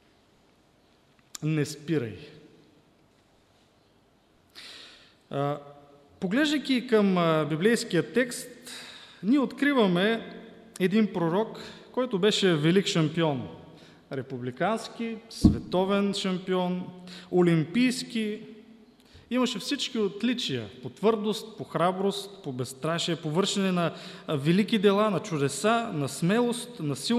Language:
Bulgarian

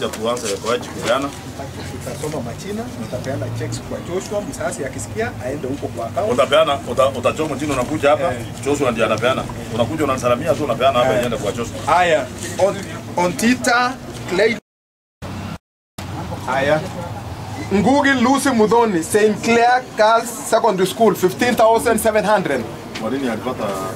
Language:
Swahili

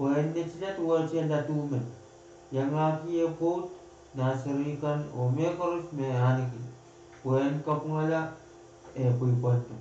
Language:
Pohnpeian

